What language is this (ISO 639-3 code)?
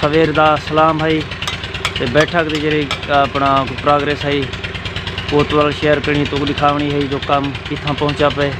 skr